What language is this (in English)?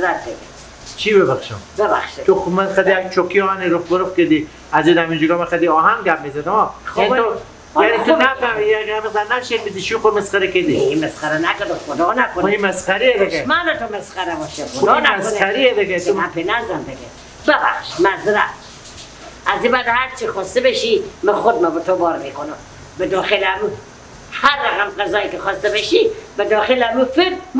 Persian